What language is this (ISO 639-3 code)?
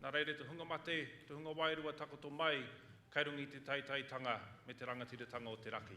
mri